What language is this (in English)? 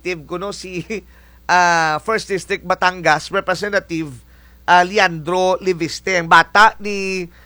Filipino